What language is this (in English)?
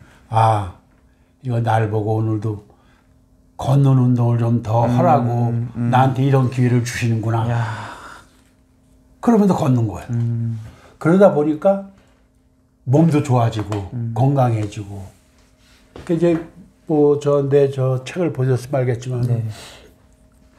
Korean